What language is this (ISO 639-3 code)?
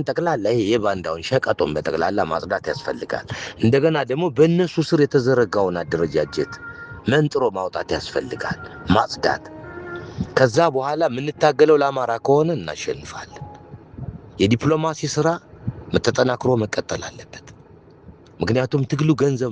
amh